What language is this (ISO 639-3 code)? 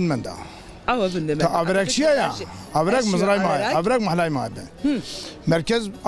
zza